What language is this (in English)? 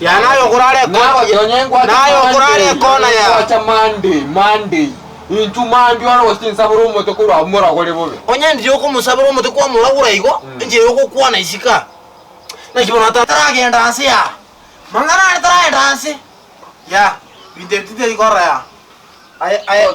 Gusii